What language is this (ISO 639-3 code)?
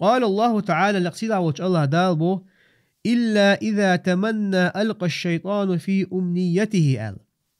che